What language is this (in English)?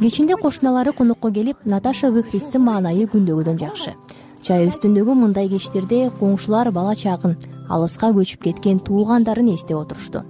Kyrgyz